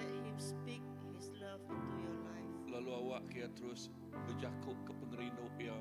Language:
Iban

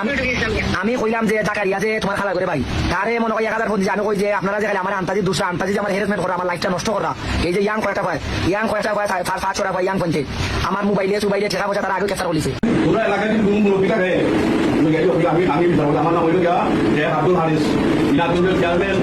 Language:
Sylheti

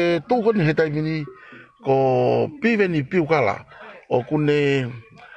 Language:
Tongan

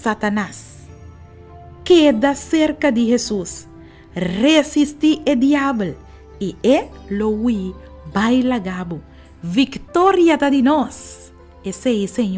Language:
Papiamento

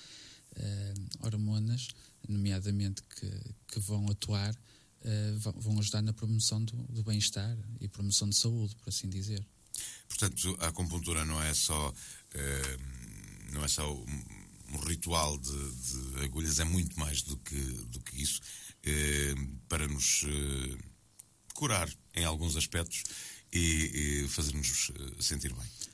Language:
Portuguese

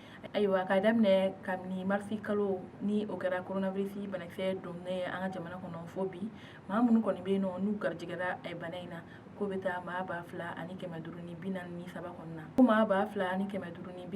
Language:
Bambara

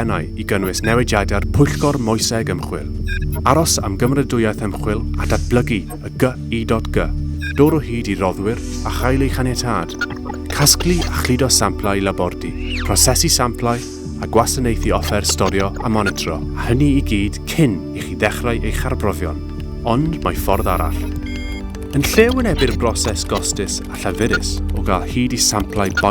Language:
Welsh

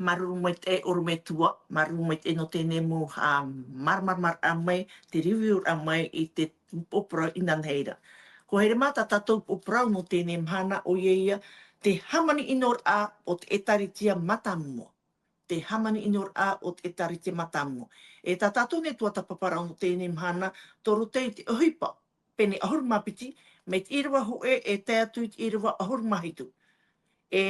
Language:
Tahitian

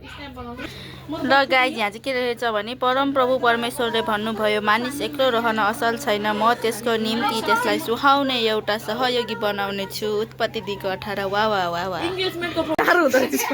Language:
Nepali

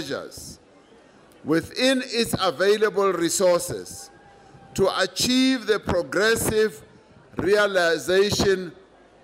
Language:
English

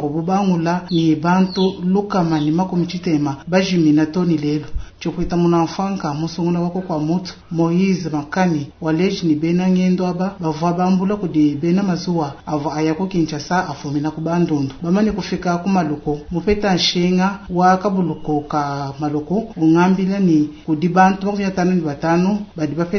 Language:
Luba-Lulua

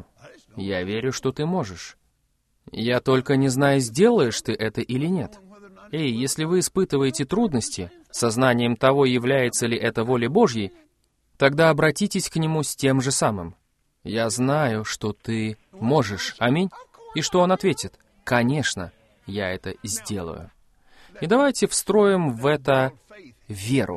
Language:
Russian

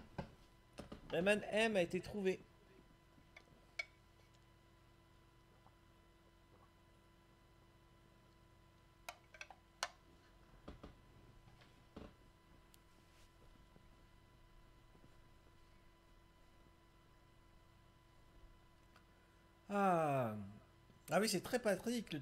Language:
French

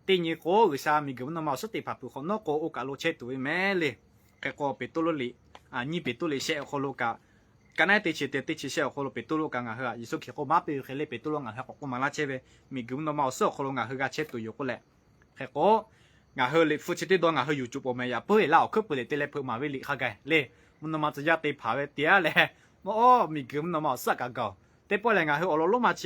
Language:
Lahu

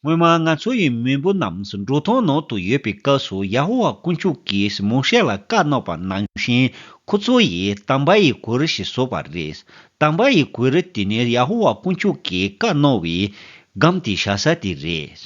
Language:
Tibetan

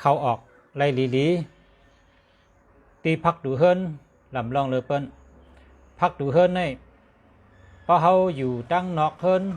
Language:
Shan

